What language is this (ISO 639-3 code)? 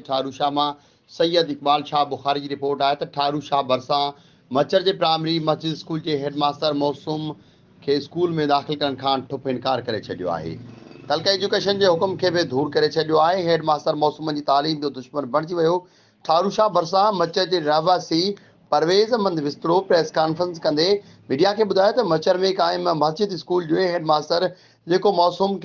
snd